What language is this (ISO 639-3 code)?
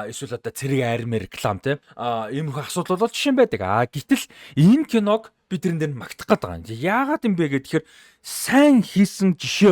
mon